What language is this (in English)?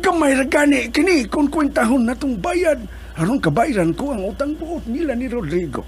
Cebuano